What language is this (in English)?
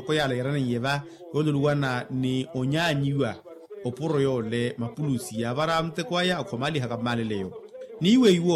Makhuwa